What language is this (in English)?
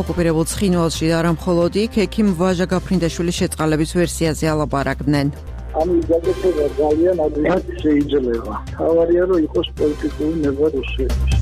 Georgian